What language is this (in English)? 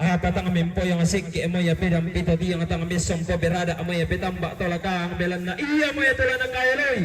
Toraja-Sa'dan